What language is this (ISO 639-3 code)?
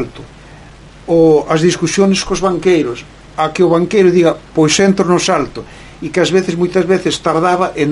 glg